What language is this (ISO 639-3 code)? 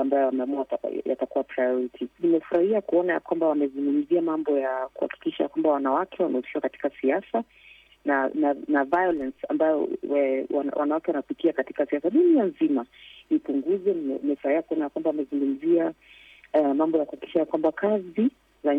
swa